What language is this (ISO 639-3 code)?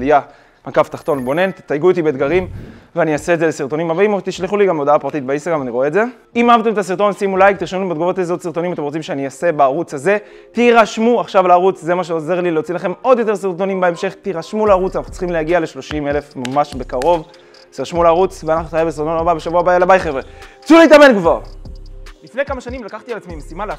heb